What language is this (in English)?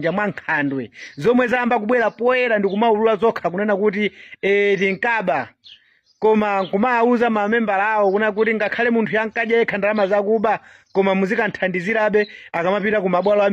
Nyanja